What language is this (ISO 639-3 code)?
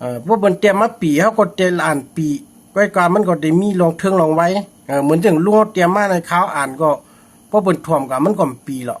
shn